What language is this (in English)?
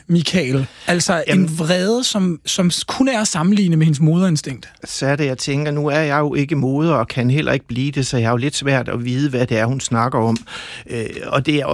Danish